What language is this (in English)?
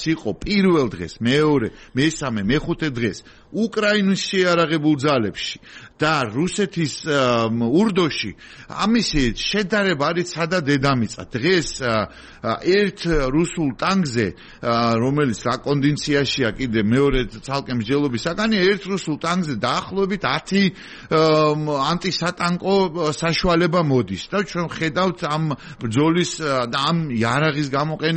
Georgian